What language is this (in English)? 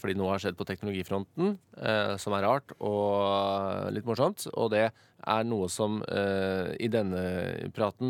Norwegian